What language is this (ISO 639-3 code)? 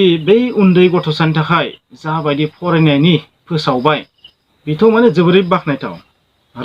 brx